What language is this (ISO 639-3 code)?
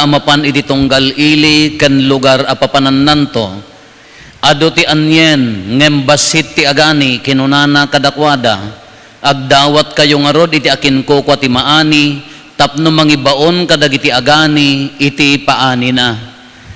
ilo